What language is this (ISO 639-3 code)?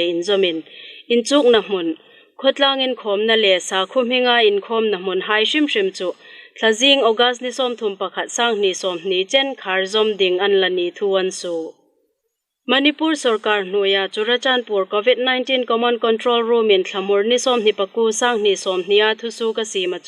hmr